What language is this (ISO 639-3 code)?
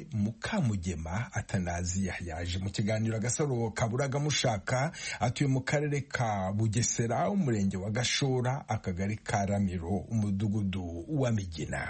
kin